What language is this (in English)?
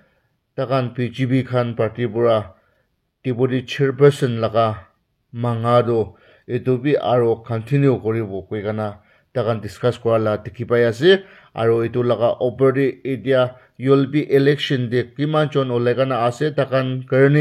Naga Pidgin